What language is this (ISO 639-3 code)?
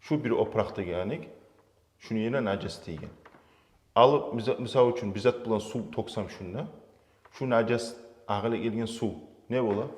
kum